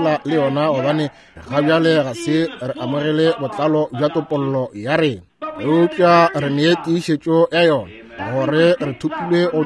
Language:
Northern Sotho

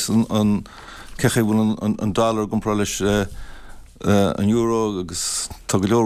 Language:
Irish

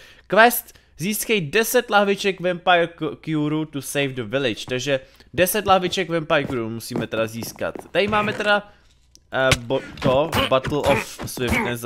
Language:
Czech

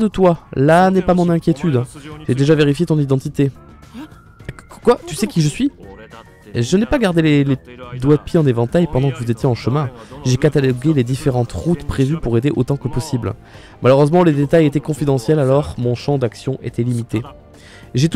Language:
French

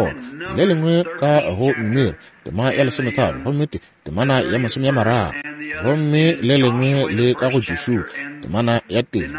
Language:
Northern Sotho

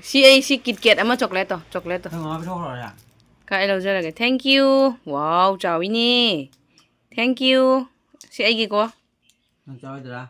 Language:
Manipuri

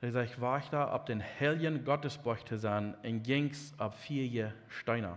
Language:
Plautdietsch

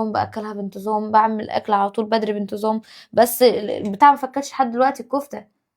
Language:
Egyptian Arabic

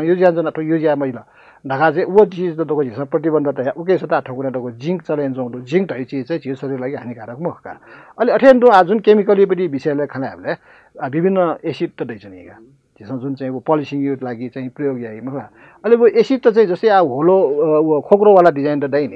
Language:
Newari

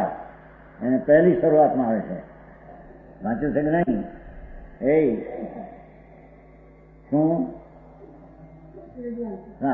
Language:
Gujarati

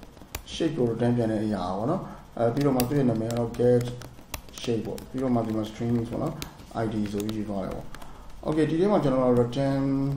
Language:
Burmese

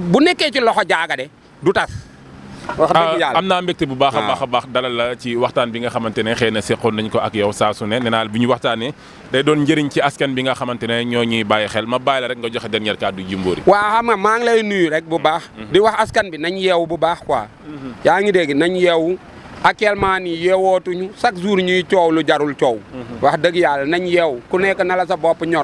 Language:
Wolof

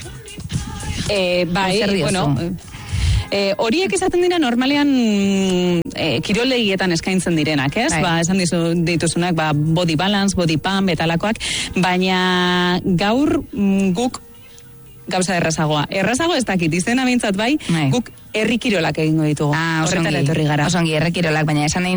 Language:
Basque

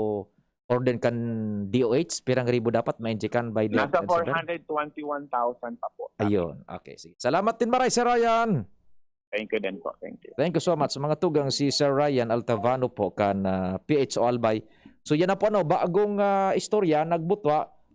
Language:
Bikol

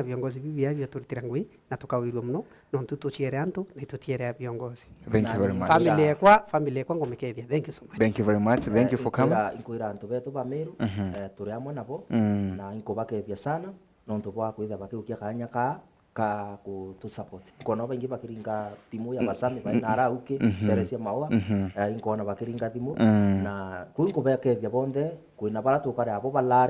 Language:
Meru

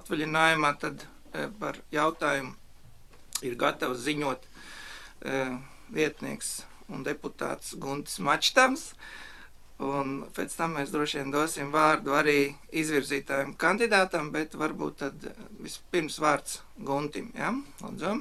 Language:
Latvian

